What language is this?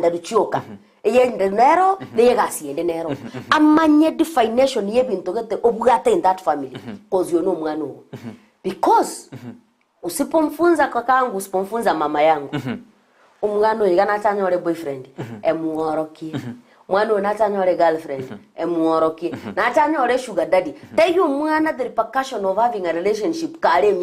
Gusii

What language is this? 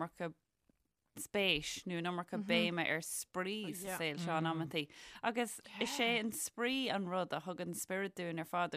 Irish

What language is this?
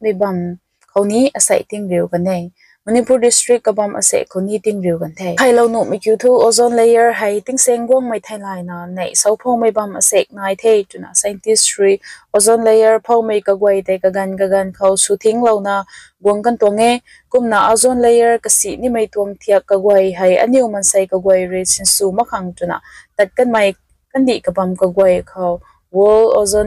Rongmei Naga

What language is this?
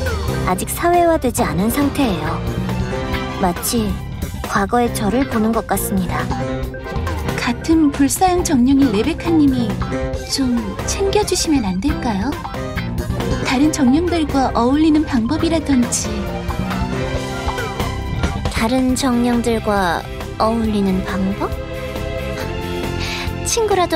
Korean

